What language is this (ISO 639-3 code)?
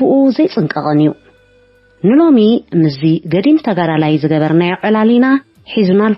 tir